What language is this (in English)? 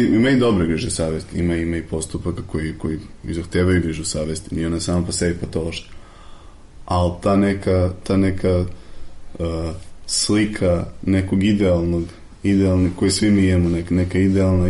Serbian